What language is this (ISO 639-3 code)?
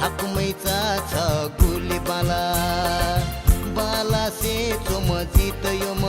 new